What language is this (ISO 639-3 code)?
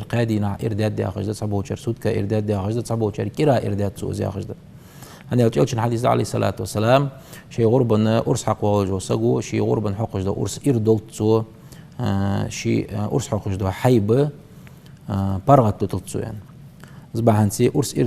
inh